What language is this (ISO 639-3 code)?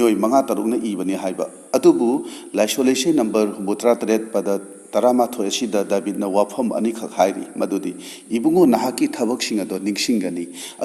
mni